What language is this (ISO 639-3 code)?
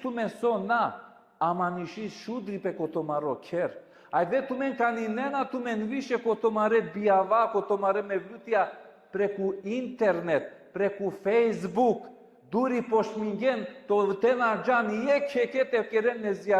rmn